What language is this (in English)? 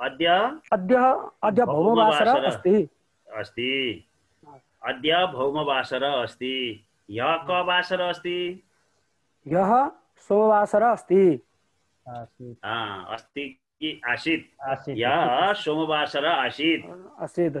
Sanskrit